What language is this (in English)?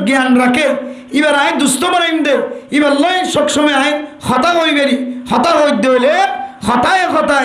Rohingya